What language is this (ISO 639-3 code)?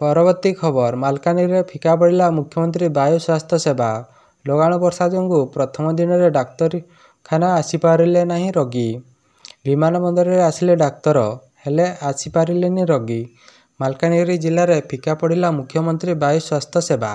ori